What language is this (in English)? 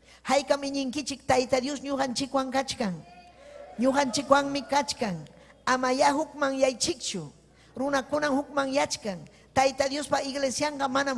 Ayacucho Quechua